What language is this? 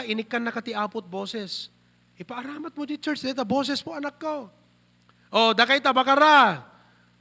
Iloko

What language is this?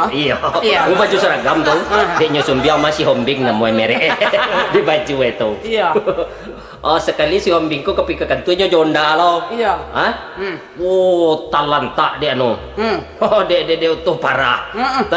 Minangkabau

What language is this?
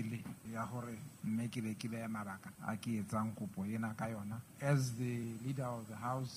Southern Sotho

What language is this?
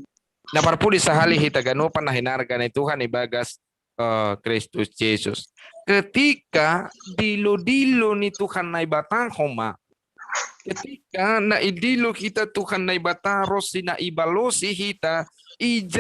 Batak Simalungun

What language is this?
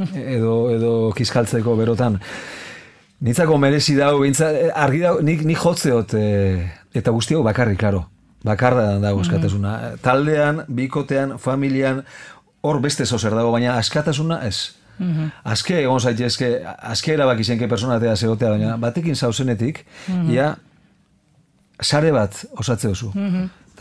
Basque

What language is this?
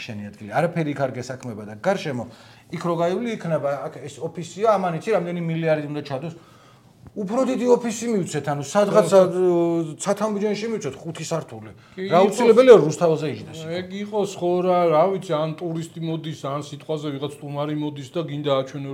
Georgian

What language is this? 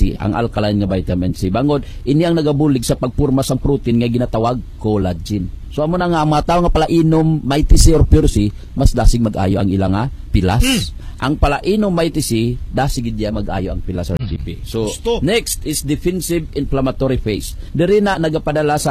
Hiligaynon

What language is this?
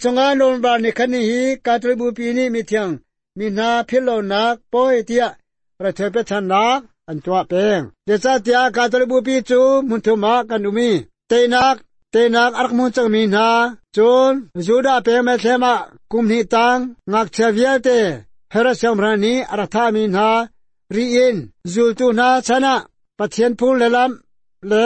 Hakha Chin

